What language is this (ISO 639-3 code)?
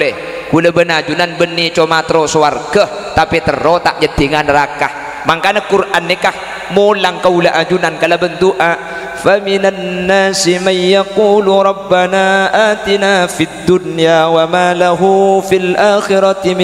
mad